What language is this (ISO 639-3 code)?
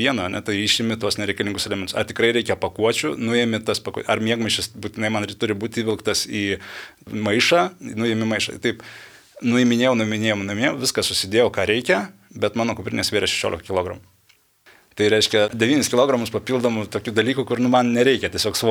lit